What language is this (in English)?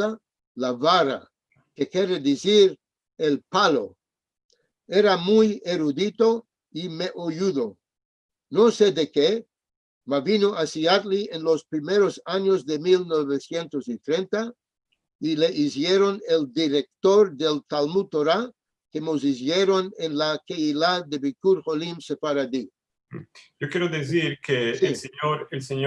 Ladino